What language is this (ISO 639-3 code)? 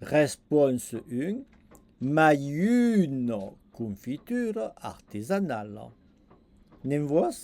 oci